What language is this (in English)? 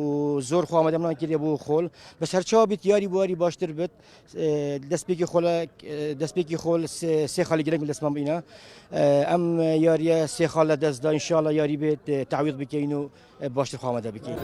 Central Kurdish